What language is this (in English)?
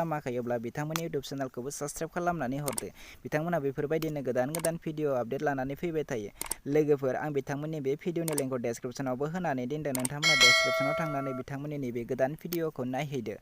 Bodo